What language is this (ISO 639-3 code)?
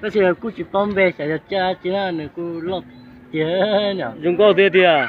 hmn